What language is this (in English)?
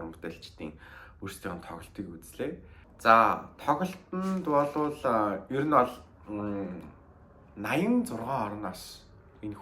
Mongolian